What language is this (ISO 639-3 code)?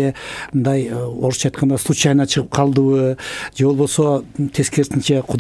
kir